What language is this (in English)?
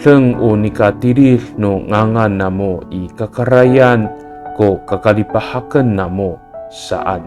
Amis